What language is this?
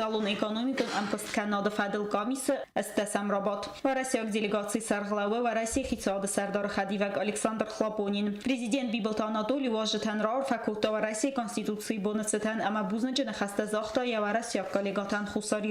Ossetic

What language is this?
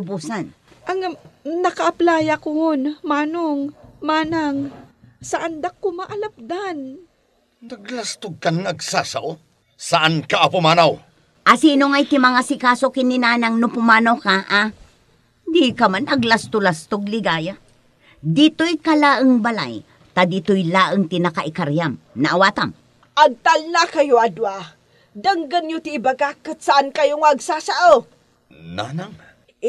Iloko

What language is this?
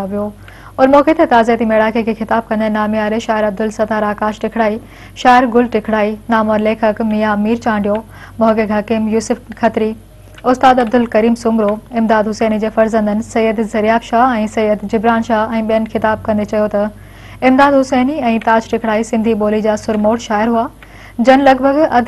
Sindhi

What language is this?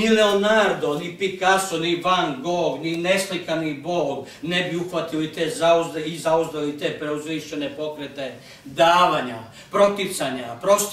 Serbian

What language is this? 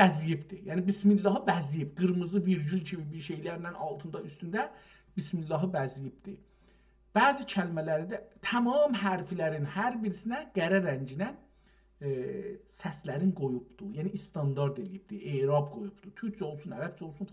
South Azerbaijani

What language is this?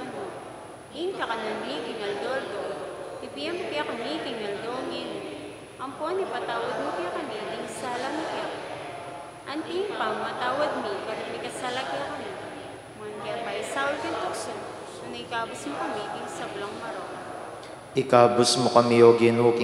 Pampanga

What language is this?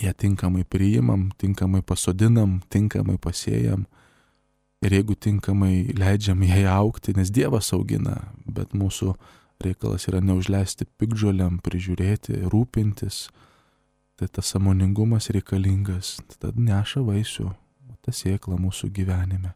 Lithuanian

